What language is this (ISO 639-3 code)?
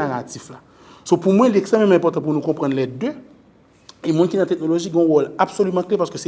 hat